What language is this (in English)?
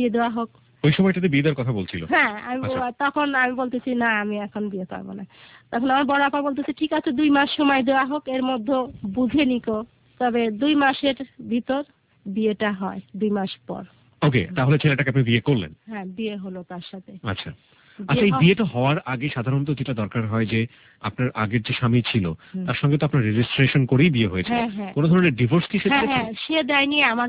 Bangla